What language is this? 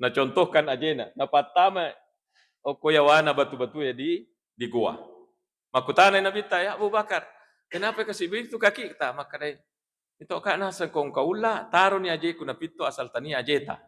Buginese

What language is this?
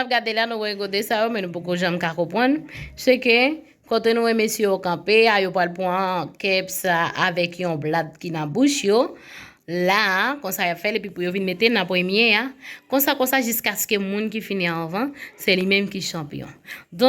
Haitian Creole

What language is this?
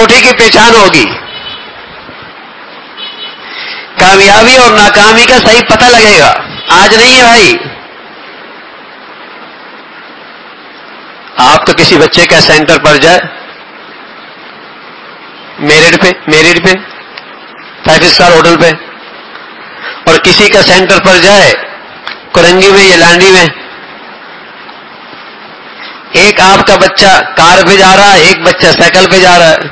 Urdu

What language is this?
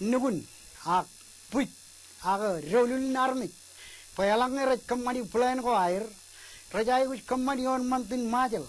Marshallese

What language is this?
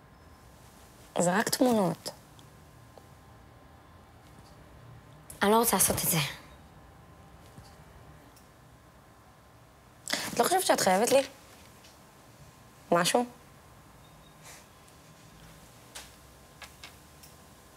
Hebrew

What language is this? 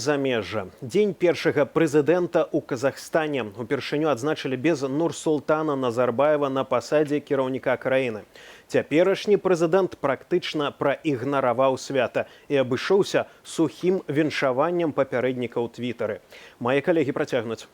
Belarusian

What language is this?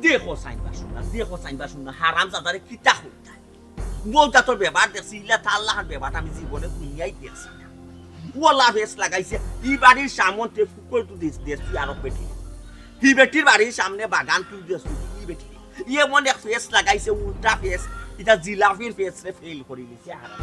Sylheti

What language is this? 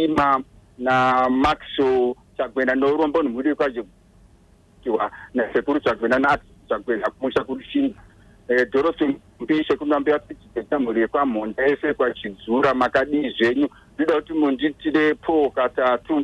Shona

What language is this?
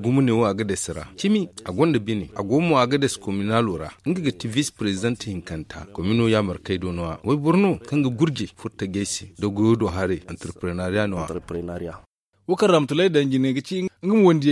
Zarma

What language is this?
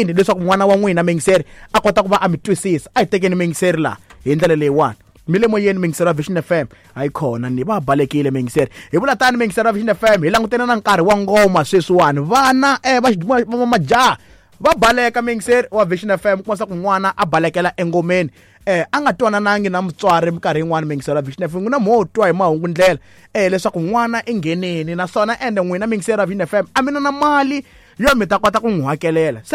Tsonga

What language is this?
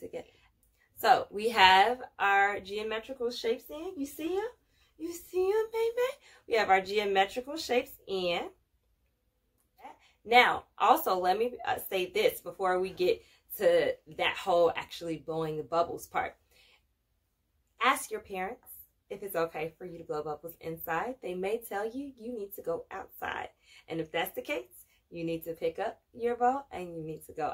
English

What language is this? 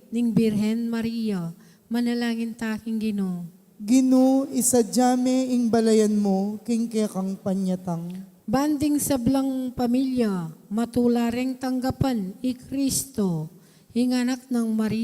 Pampanga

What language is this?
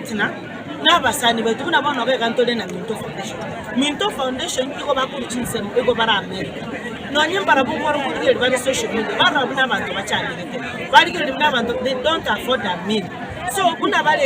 Gusii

